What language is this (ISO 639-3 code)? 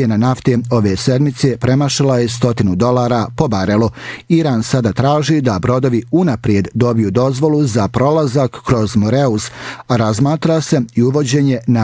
bos